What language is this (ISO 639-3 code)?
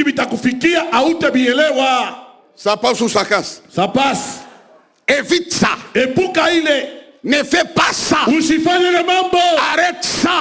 swa